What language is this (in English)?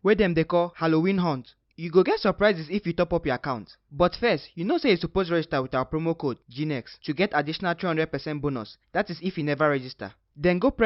Nigerian Pidgin